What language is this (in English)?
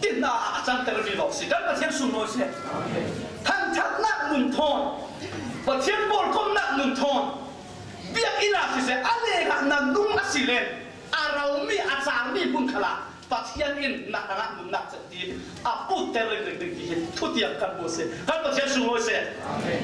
Falam Chin